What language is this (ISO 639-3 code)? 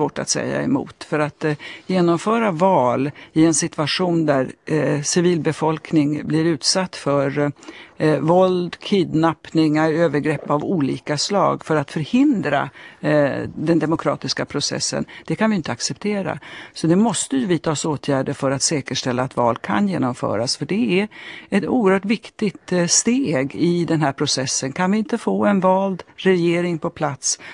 swe